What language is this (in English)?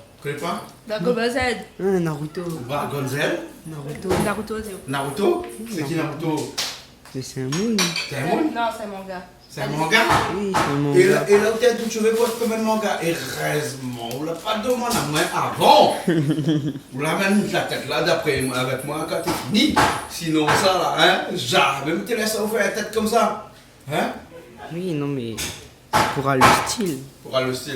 Réunion Creole French